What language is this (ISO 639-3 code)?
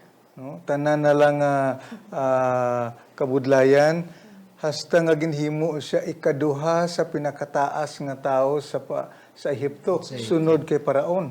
hil